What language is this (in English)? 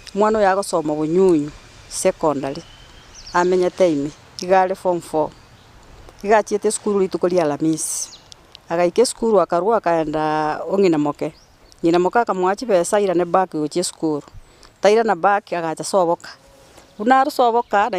Gusii